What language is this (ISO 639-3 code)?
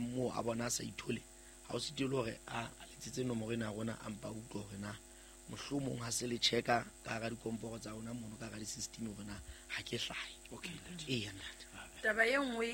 sot